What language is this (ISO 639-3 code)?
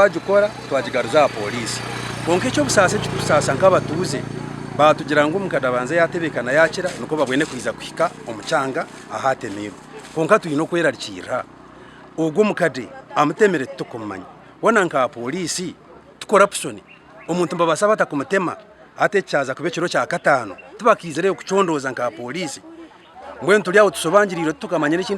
nyn